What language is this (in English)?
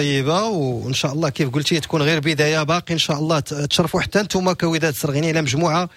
Moroccan Arabic